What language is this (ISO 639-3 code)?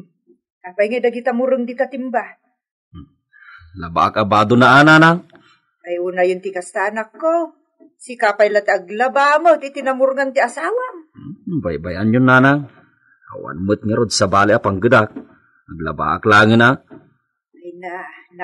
ilo